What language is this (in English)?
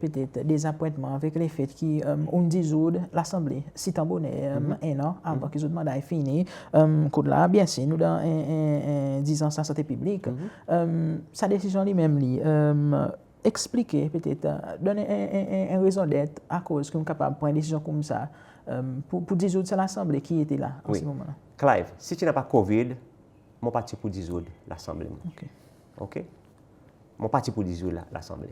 Seselwa Creole French